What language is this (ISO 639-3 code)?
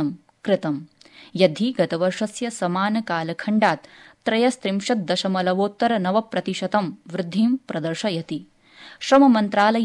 san